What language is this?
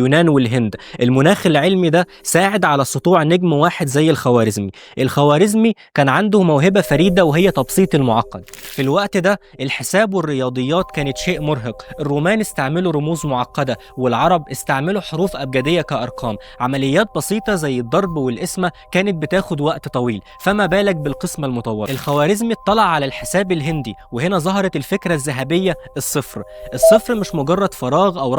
Egyptian Arabic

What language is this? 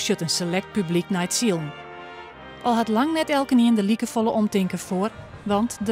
Western Frisian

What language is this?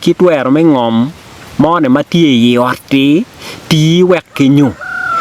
Acoli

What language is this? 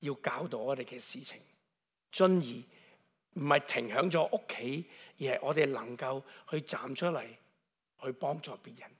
Cantonese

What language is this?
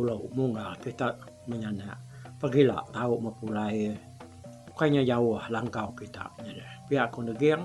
Iban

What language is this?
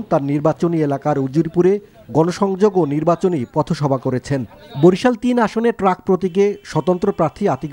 Bangla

